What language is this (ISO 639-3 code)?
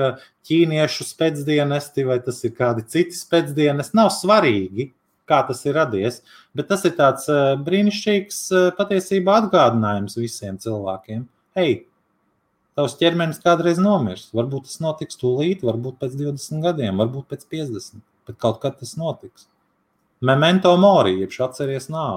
lav